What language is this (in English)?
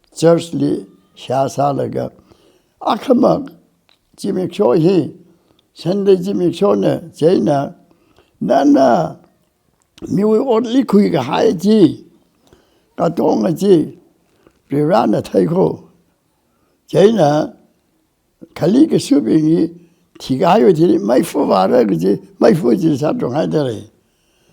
Tangkhul Naga (India)